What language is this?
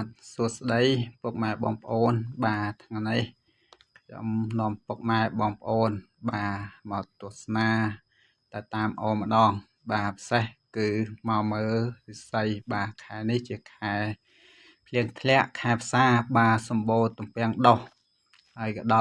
Khmer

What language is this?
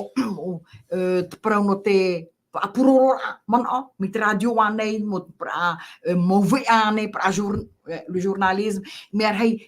Tahitian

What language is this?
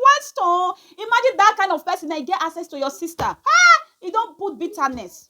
Nigerian Pidgin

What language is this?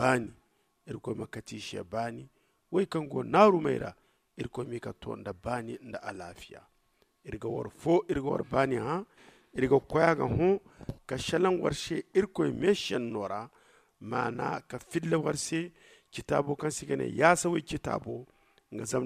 Zarma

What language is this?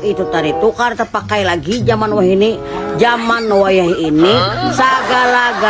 Banjar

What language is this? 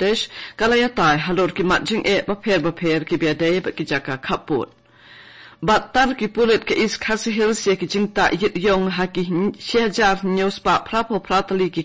Khasi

